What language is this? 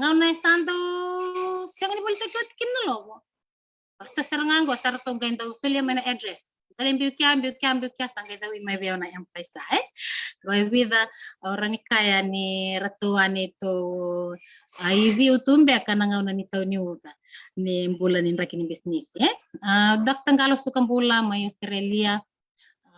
Fijian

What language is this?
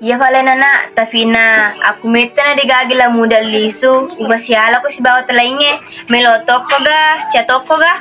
Buginese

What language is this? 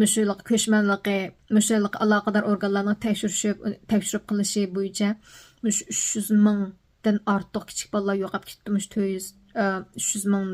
Uyghur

